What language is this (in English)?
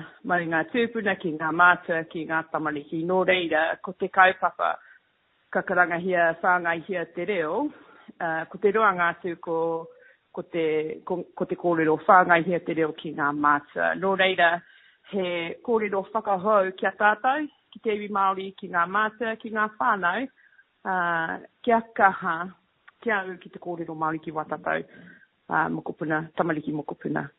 Māori